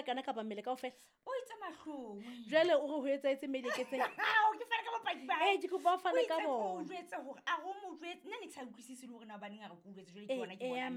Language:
Southern Sotho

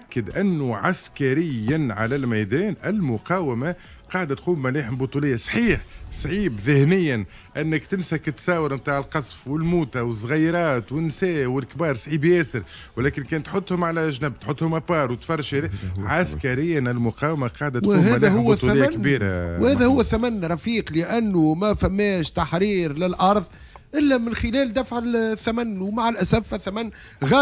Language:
Tunisian Arabic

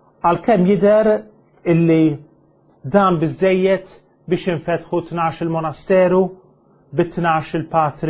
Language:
Maltese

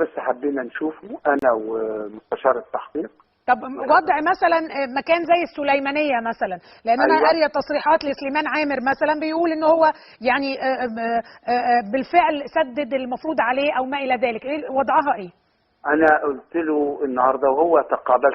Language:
Egyptian Arabic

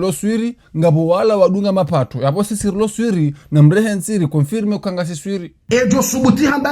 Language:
Ngazidja Comorian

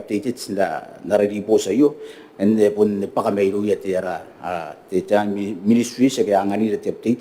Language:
Gilbertese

